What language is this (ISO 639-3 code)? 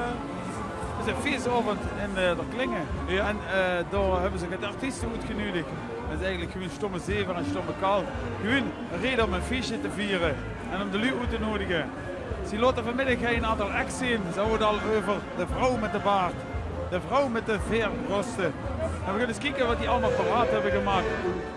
lim